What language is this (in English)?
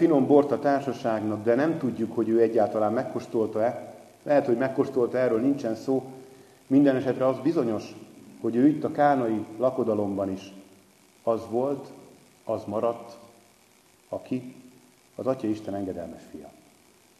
Hungarian